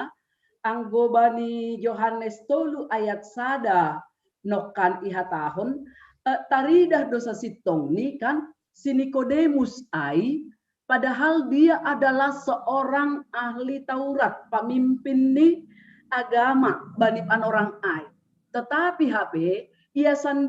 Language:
Batak Simalungun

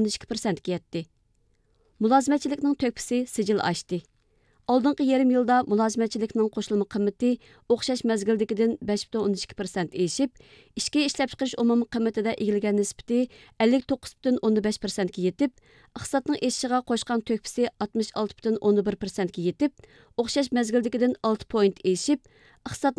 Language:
Uyghur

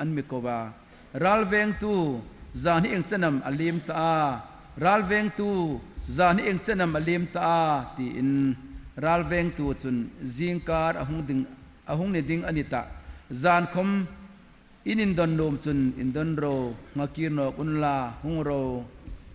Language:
Hmar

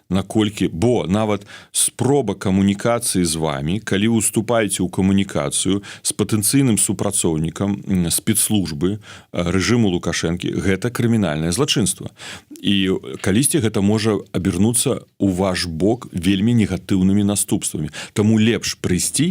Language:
Belarusian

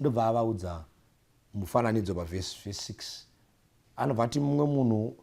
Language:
Shona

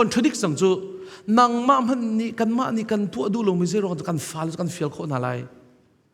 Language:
Hakha Chin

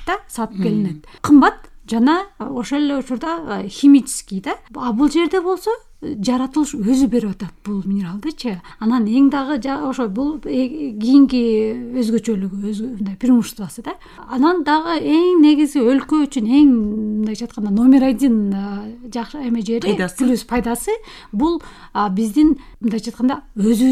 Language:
Kyrgyz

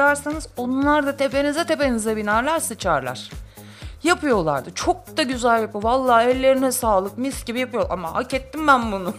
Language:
Turkish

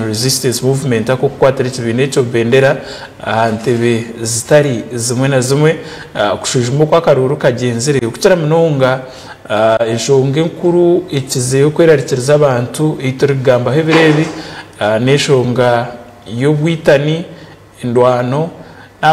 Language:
Nyankole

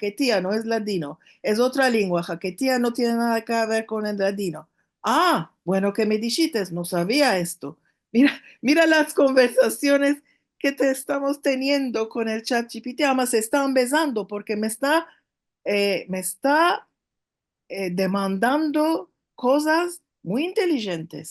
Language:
Ladino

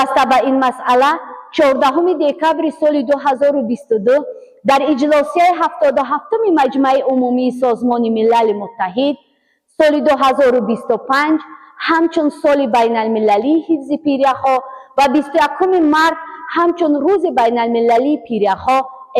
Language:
Tajik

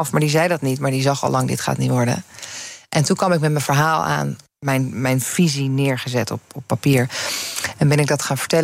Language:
Dutch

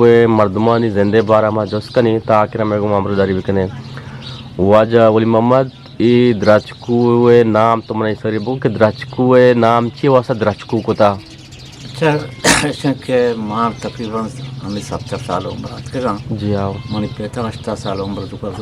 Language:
Eastern Balochi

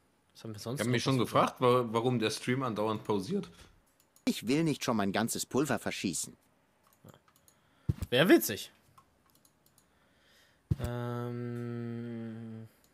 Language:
German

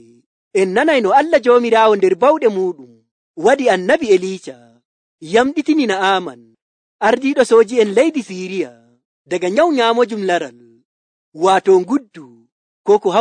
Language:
Nigerian Fulfulde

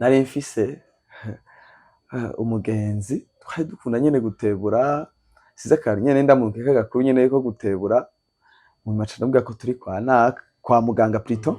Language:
Rundi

